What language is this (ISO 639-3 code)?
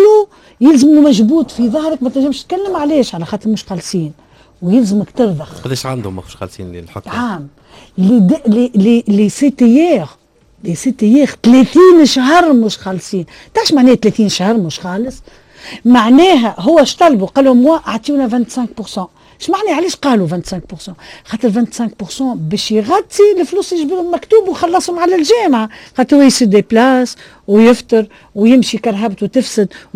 aeb